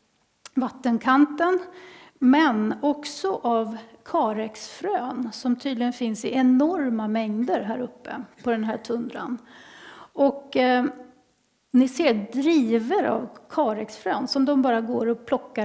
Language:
Swedish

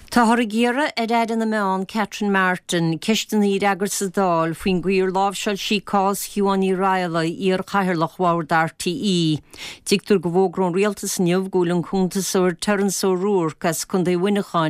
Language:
Irish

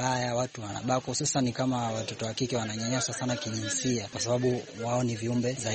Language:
Swahili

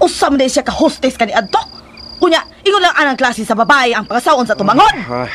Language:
Cebuano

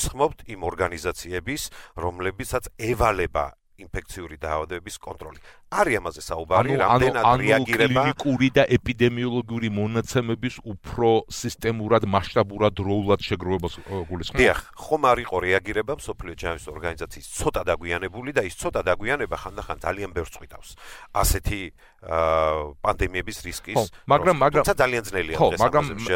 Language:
Georgian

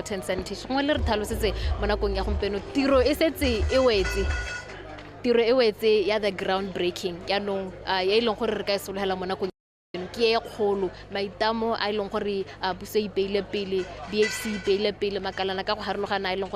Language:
Tswana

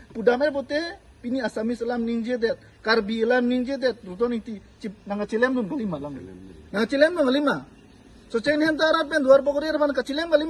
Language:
Karbi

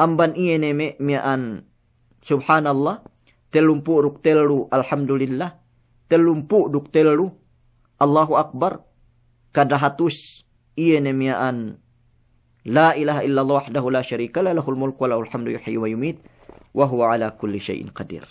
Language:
Yakan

